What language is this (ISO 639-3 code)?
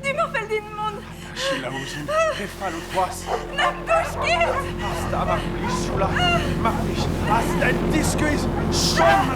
bre